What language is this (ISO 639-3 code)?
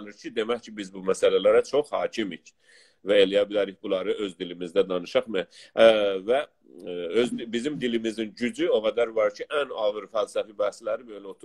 azb